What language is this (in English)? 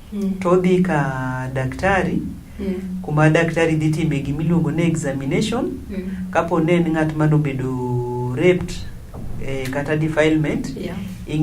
Luo (Kenya and Tanzania)